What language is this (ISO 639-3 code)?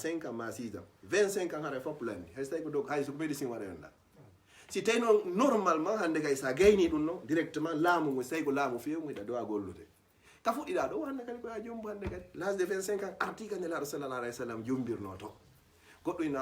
ful